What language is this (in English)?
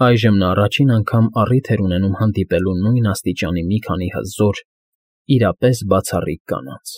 Armenian